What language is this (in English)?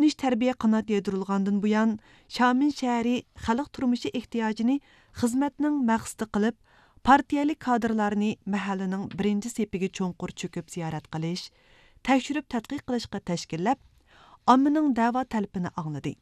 Uyghur